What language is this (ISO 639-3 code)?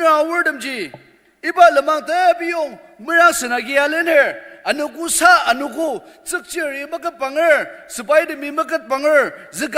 njo